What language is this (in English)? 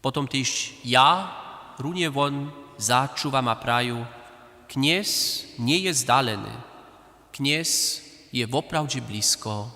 Upper Sorbian